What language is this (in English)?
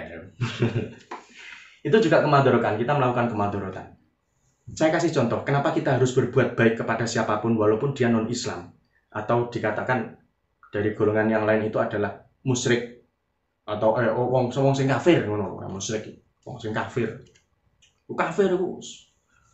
Javanese